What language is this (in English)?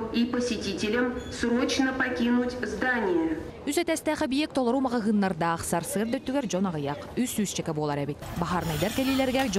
Yakut